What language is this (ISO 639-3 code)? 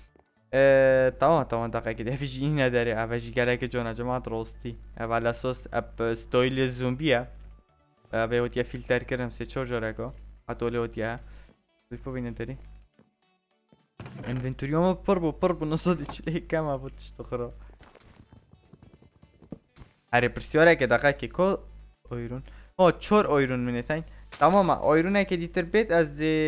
kur